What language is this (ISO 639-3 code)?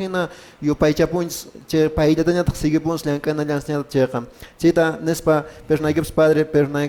que